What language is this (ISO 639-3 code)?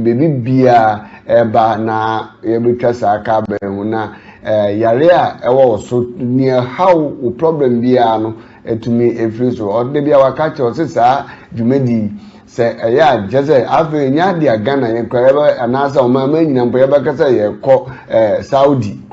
aka